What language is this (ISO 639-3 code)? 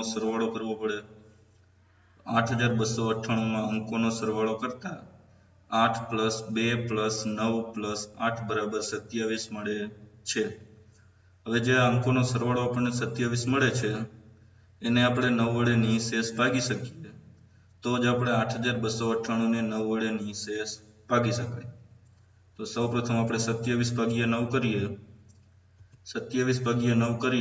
guj